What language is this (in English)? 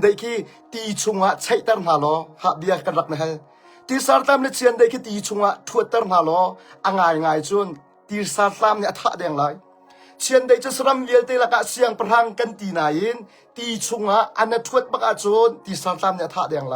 Hakha Chin